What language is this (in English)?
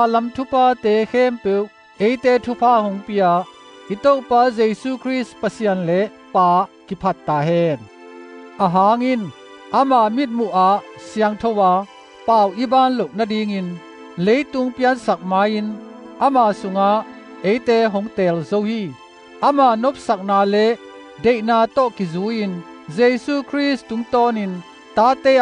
Tedim Chin